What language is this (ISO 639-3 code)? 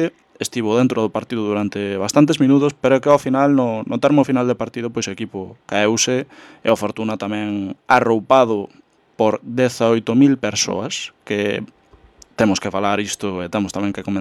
glg